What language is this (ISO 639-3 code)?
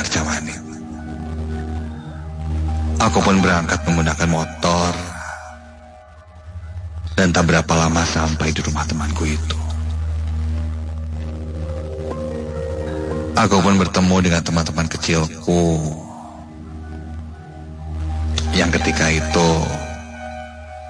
ind